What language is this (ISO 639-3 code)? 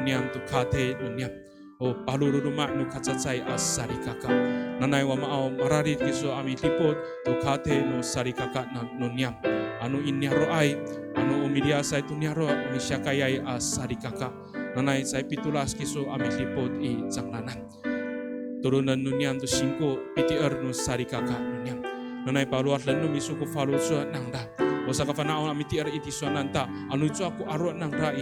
ami